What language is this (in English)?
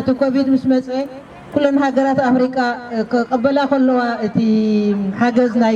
Tigrinya